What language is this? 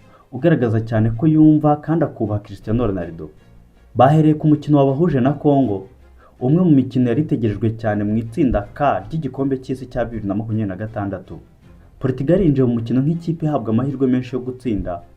Kinyarwanda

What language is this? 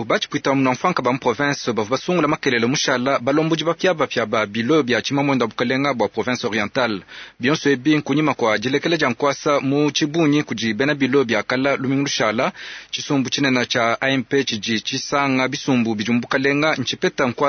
Luba-Lulua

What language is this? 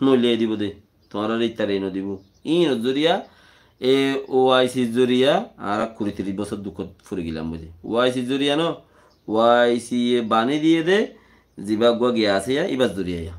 Rohingya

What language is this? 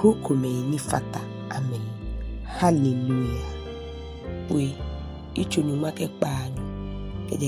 Ga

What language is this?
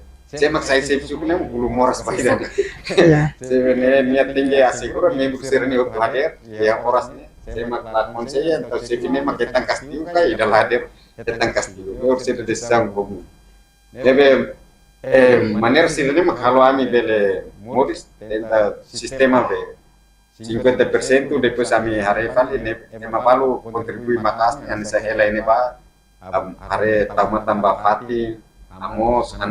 Tetum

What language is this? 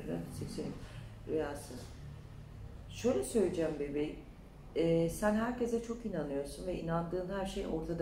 Turkish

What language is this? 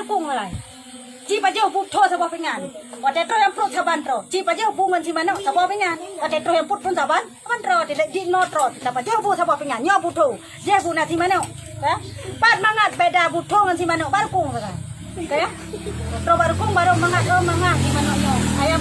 Achinese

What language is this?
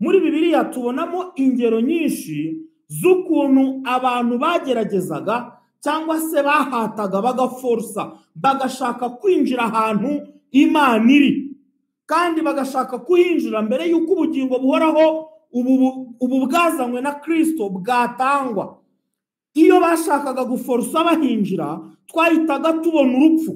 Kinyarwanda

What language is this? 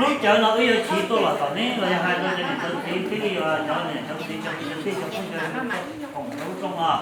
Hmong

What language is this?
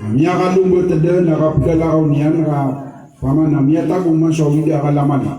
Maranao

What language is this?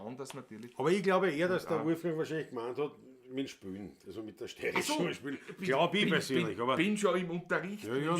Bavarian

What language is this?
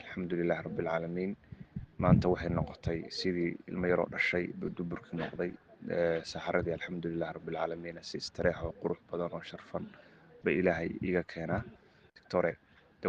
Somali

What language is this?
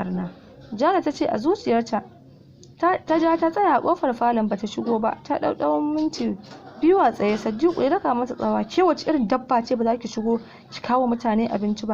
Hausa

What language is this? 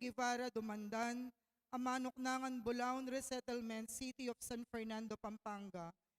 Pampanga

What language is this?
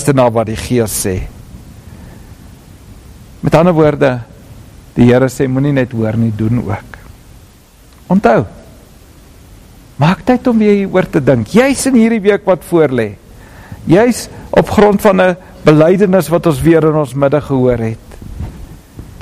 Afrikaans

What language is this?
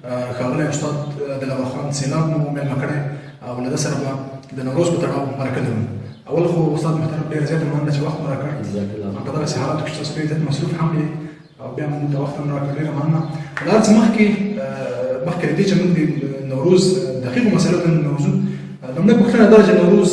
Pashto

